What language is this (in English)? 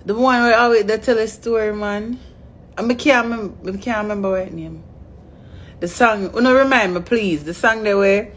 Jamaican Creole English